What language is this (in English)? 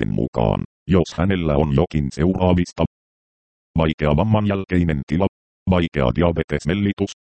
Finnish